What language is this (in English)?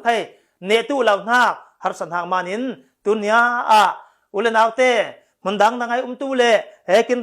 Falam Chin